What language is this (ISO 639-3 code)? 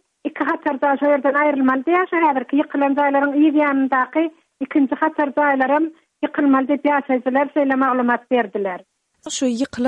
tuk